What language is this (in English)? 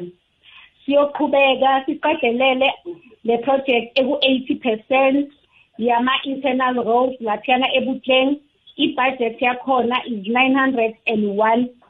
South Ndebele